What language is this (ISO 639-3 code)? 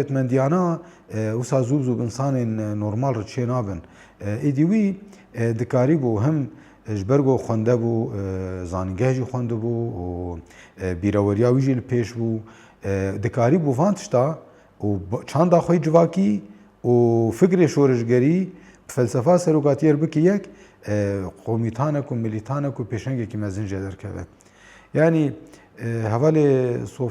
kur